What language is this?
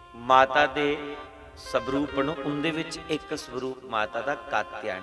Dogri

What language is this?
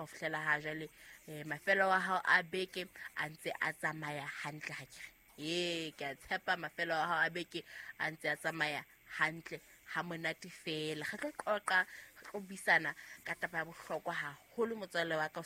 Southern Sotho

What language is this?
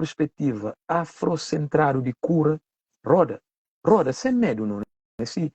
Kabuverdianu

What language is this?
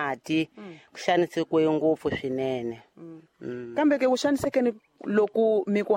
Tsonga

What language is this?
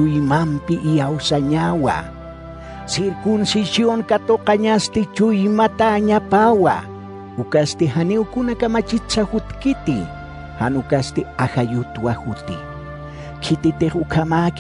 Aymara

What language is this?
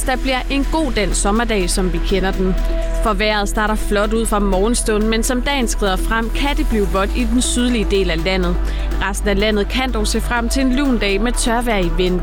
Danish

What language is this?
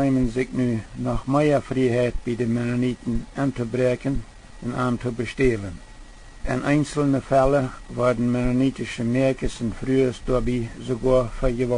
Plautdietsch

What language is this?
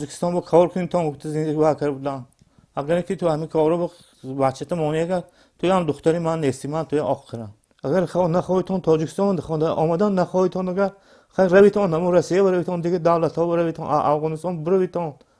Tajik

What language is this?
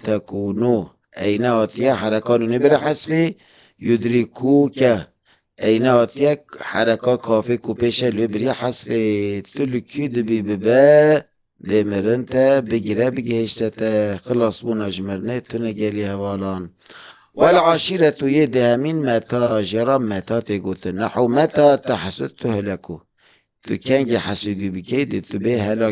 Kurdish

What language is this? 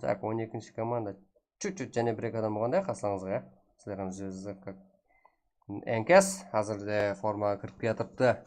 Kara-Kalpak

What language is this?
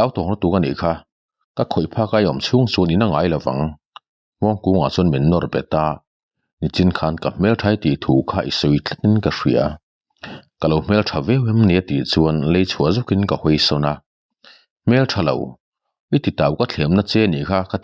Mizo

